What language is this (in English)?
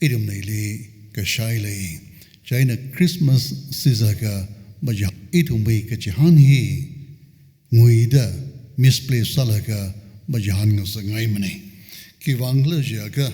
Tangkhul Naga (India)